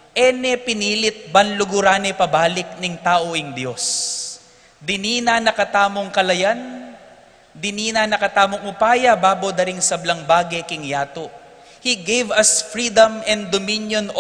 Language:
Pampanga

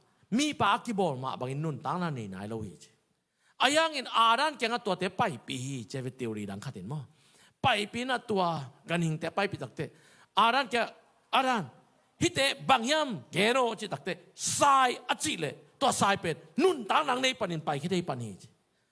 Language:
Tedim Chin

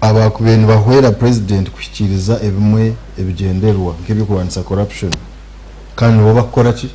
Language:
Nyankole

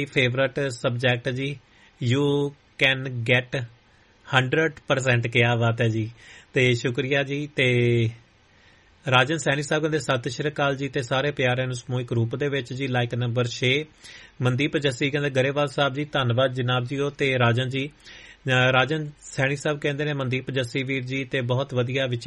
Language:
Punjabi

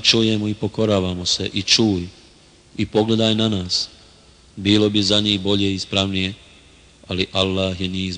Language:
Bosnian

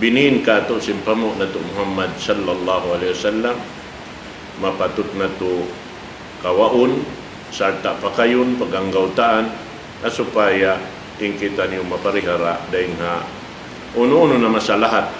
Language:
Tausug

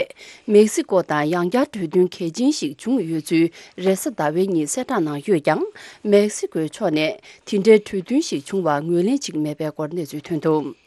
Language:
Tibetan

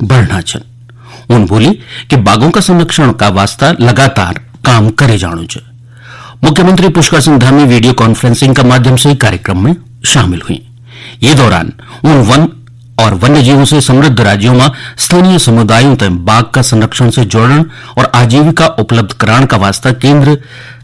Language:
Garhwali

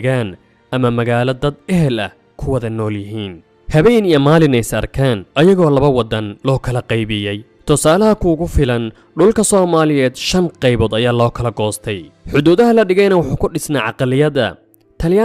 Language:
Somali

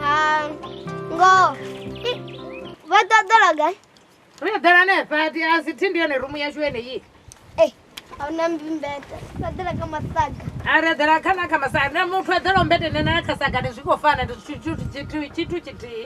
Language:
Venda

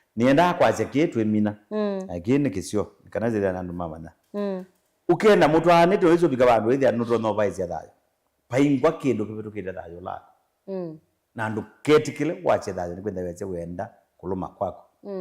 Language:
Kamba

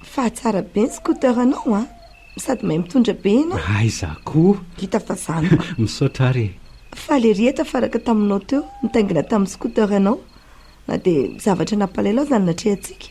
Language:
Malagasy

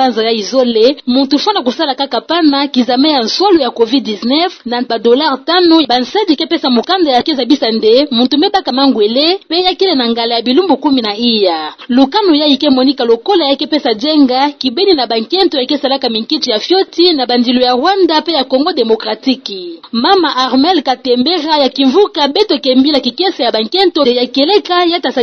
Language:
Kituba (Democratic Republic of Congo)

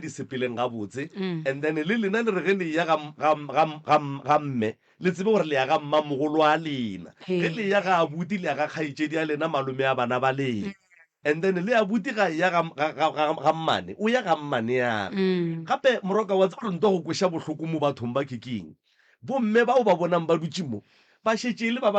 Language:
Northern Sotho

